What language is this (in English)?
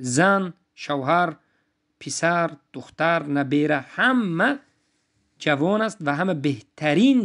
Tajik